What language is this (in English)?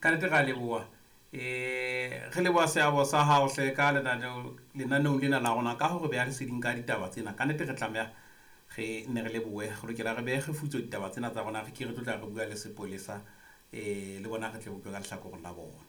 Southern Sotho